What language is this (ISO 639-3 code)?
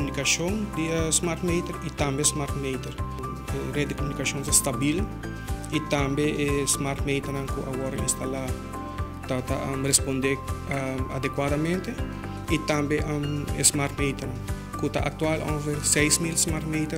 pap